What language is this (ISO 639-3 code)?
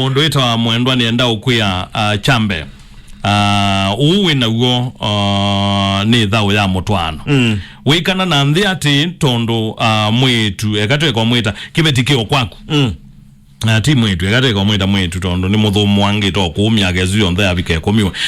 kam